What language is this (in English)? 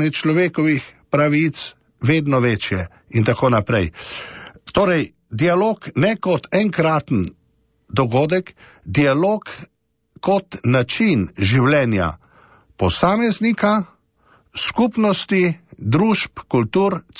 Slovenian